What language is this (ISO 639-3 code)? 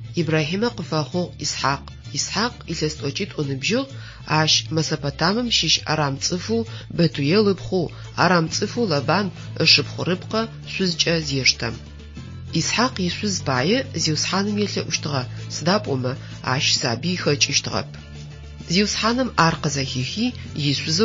ady